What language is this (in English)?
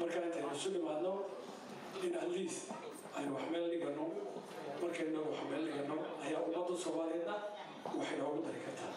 Somali